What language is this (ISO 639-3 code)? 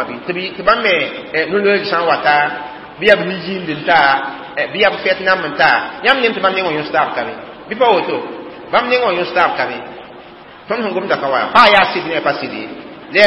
mos